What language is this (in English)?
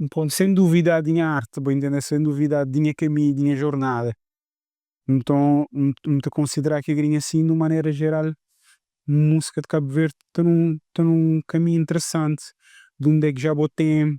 Kabuverdianu